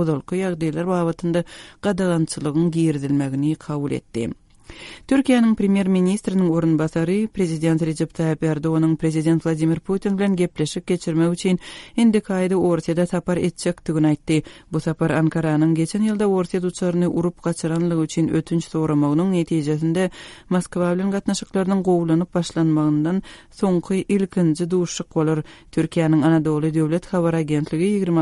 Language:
Turkmen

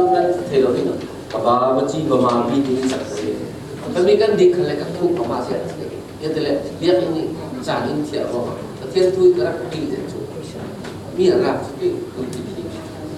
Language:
Falam Chin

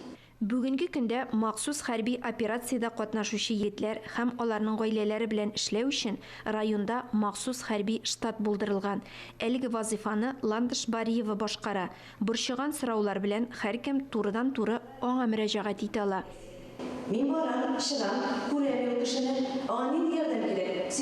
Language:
Tatar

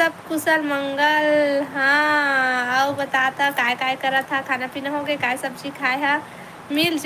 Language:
Chhattisgarhi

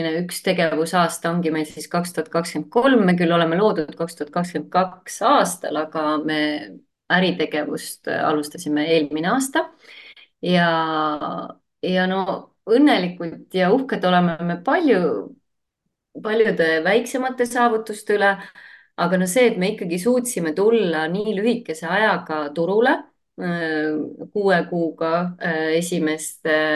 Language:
Estonian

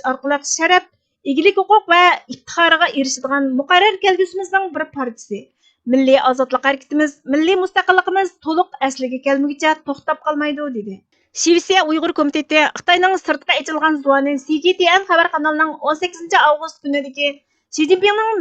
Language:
Uyghur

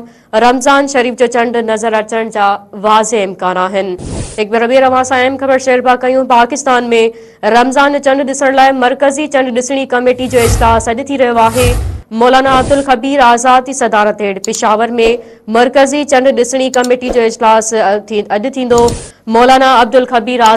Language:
Sindhi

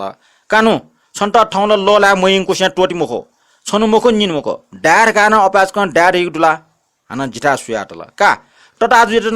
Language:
Newari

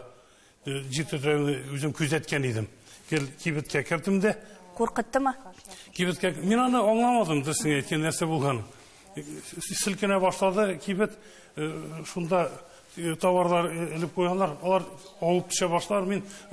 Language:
Tatar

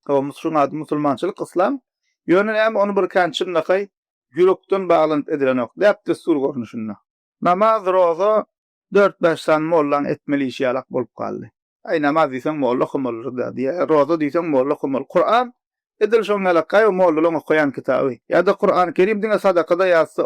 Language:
Turkmen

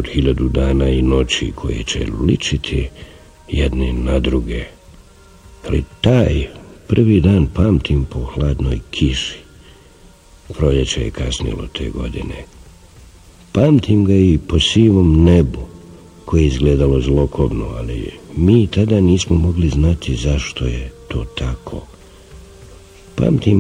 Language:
Bosnian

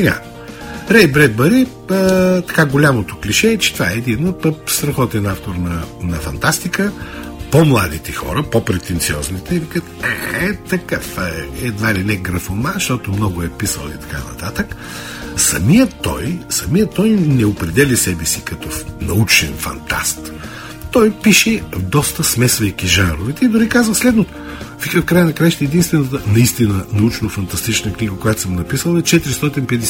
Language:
Bulgarian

